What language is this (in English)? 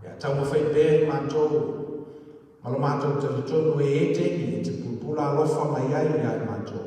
Samoan